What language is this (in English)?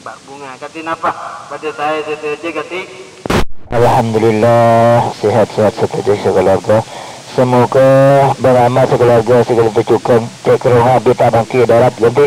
Madurese